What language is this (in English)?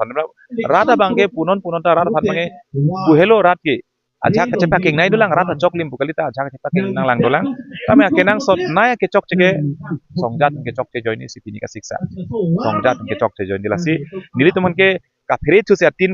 Karbi